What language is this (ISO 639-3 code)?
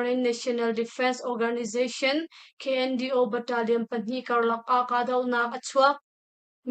cnh